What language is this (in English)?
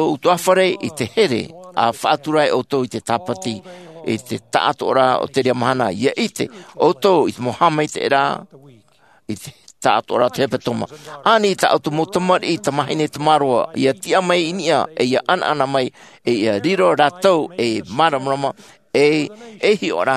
Tahitian